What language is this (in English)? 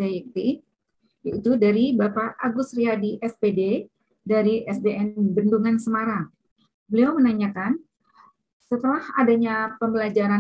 Indonesian